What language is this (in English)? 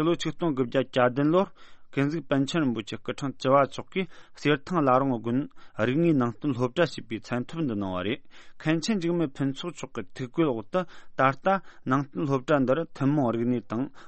Tibetan